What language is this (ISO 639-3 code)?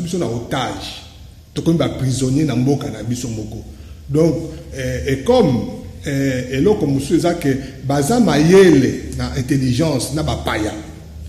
lin